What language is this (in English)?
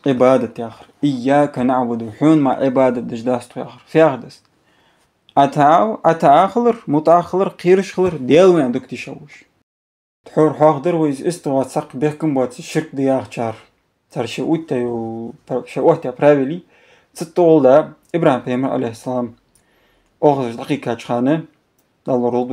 Ingush